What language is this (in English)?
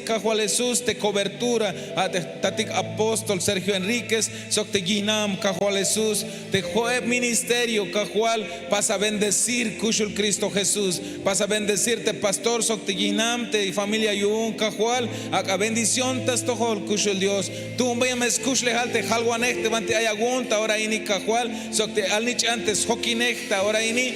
Tzeltal